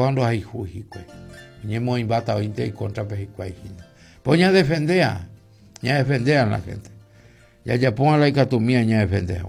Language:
Guarani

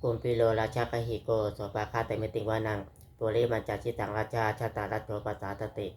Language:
Pali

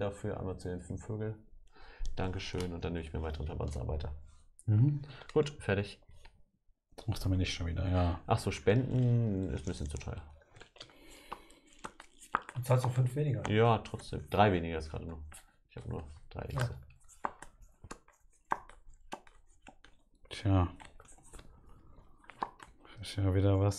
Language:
German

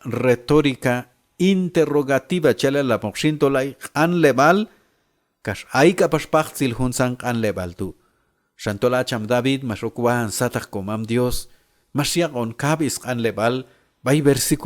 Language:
Q'anjob'al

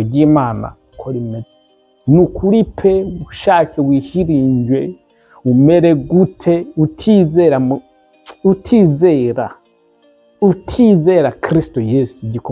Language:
Rundi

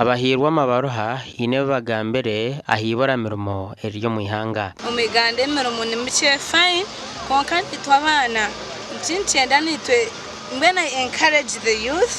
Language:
Nyankole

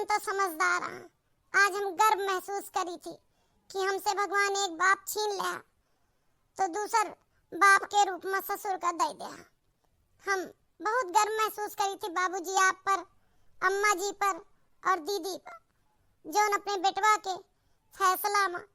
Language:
Awadhi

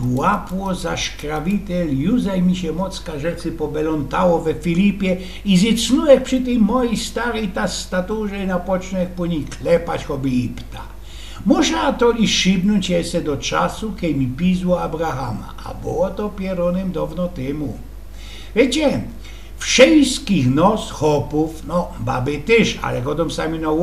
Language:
Silesian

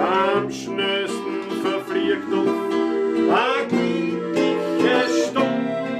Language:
Bavarian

